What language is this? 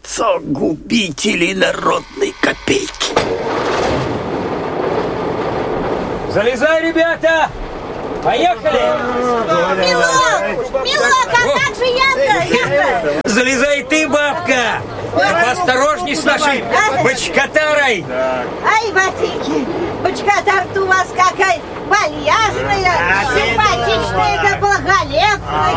Russian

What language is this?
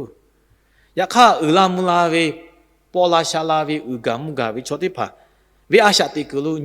Lahu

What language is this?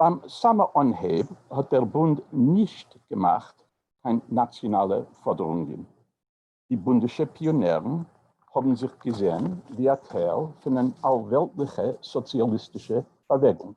Yiddish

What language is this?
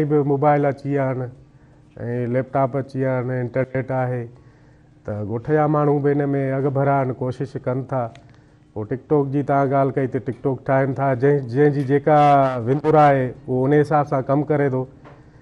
Sindhi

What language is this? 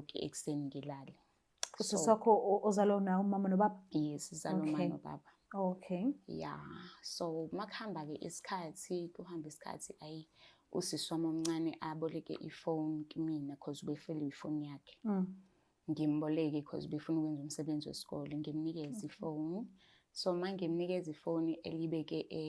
Zulu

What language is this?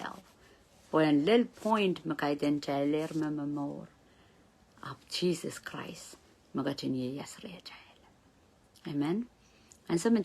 Pohnpeian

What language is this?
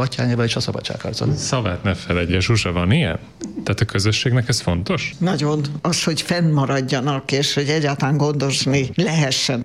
Hungarian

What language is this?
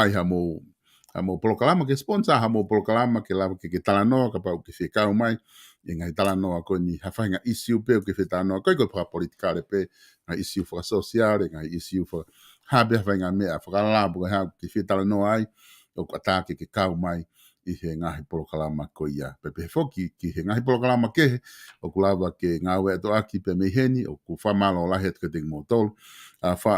Tongan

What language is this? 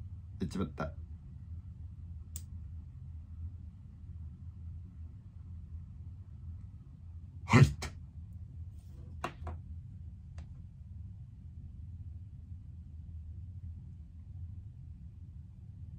Japanese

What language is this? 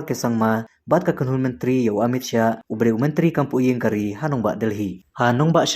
Khasi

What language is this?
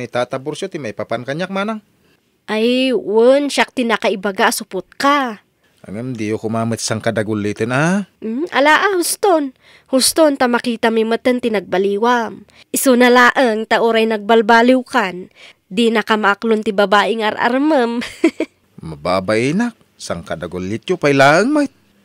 Iloko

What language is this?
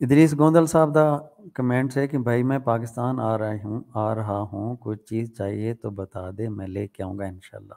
Saraiki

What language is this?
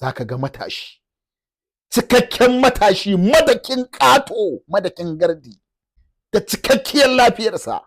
Hausa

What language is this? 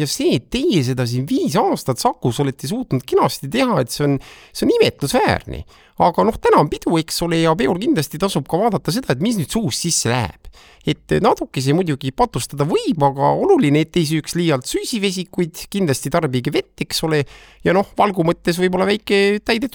Estonian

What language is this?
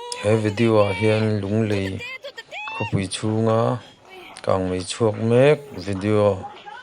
Mizo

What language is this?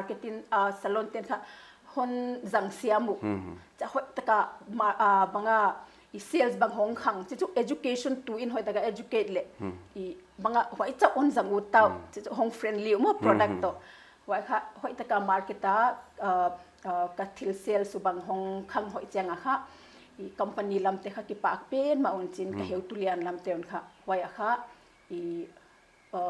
Paite Chin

